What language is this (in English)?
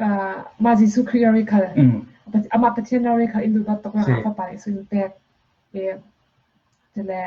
Falam Chin